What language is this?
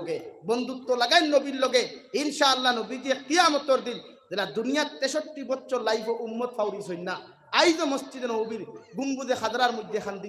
Sylheti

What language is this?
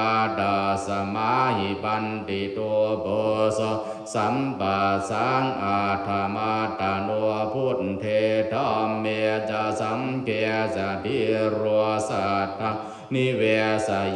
Pali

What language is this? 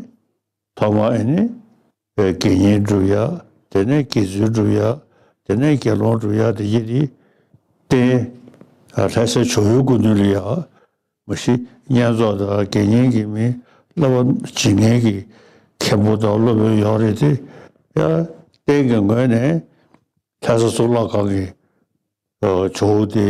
Tibetan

